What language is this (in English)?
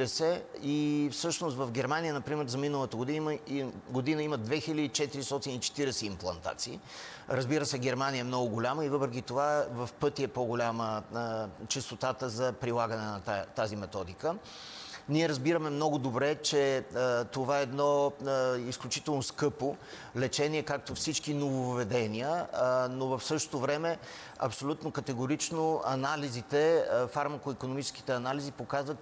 Bulgarian